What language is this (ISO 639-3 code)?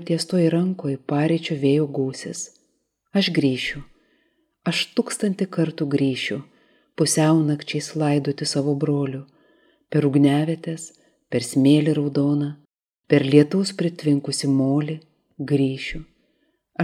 lit